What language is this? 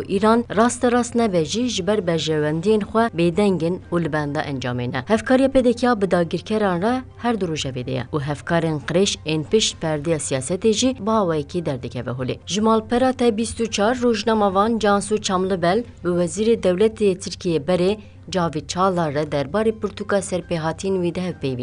Kurdish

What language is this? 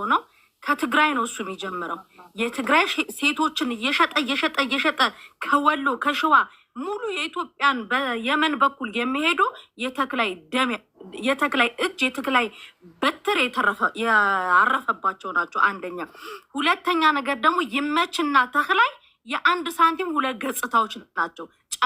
Amharic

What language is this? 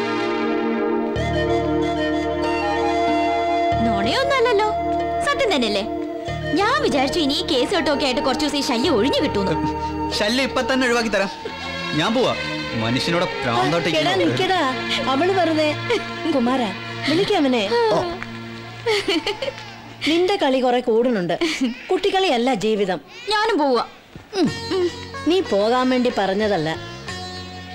Malayalam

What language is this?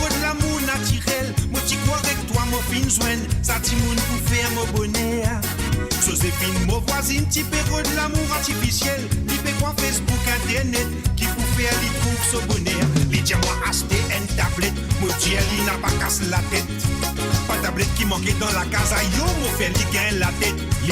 Morisyen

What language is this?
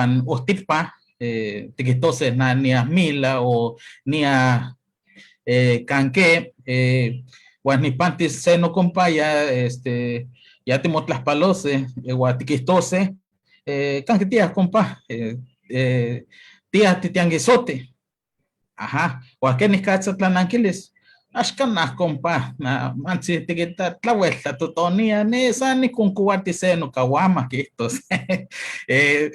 Eastern Huasteca Nahuatl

